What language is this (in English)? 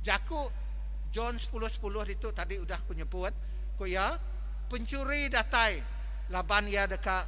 Iban